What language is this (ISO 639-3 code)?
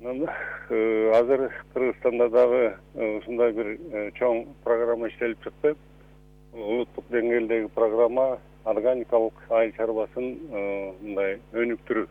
kir